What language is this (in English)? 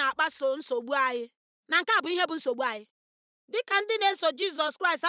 Igbo